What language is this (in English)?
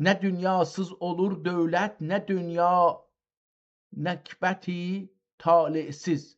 South Azerbaijani